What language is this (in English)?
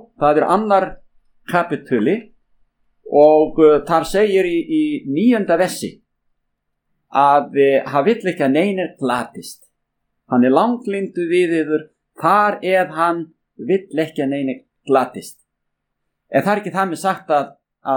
Icelandic